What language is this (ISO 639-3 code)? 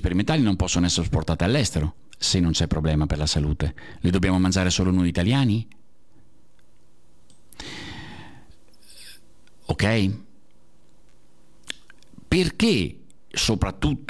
ita